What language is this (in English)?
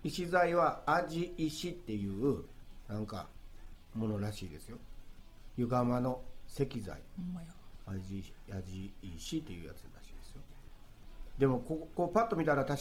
Japanese